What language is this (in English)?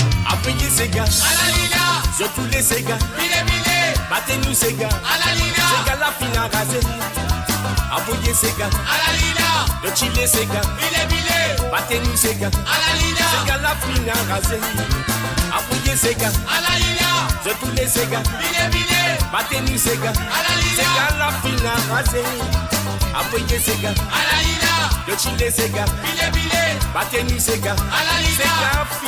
Morisyen